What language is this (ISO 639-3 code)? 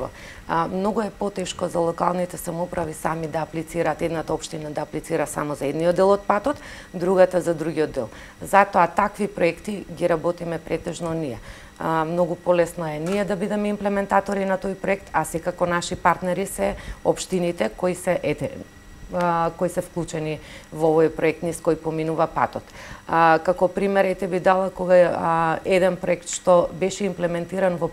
mkd